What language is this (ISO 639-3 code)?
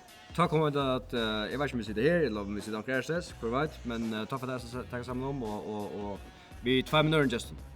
fao